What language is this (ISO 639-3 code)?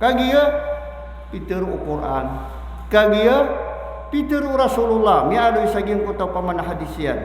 mrw